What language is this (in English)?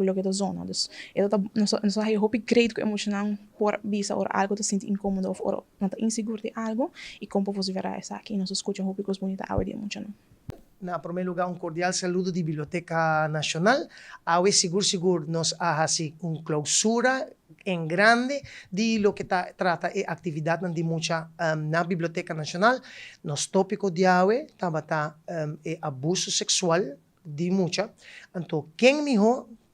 Papiamento